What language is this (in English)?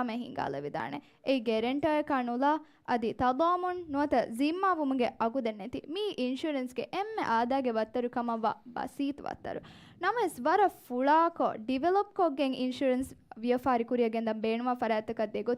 Divehi